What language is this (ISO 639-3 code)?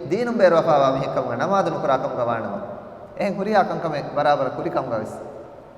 div